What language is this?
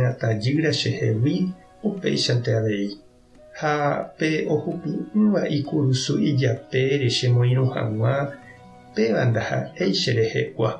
Guarani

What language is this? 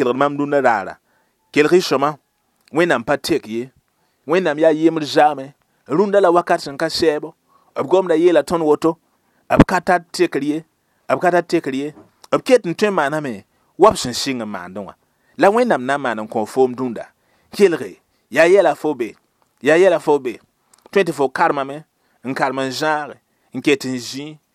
Mossi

